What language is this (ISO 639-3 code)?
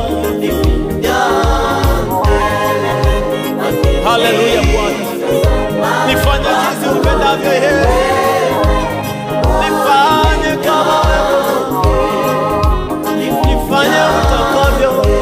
swa